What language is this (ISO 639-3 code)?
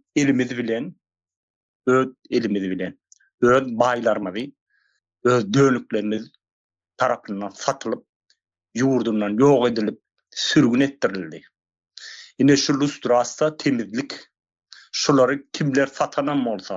tuk